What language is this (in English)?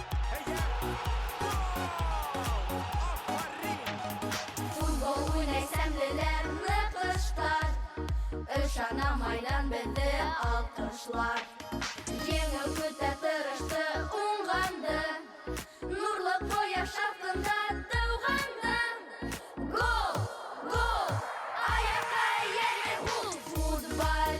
Bashkir